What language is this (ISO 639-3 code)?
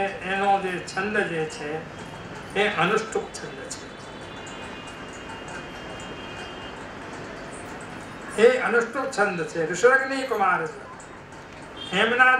guj